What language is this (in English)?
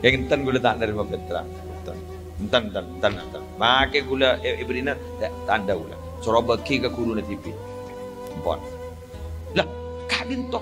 Madurese